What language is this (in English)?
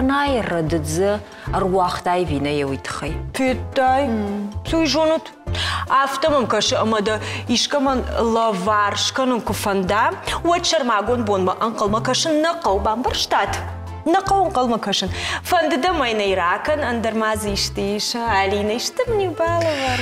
Ossetic